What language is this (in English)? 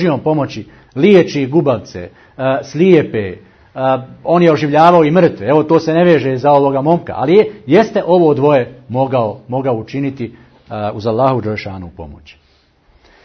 Bosnian